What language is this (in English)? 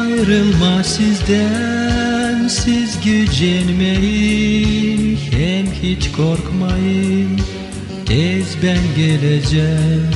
Gagauz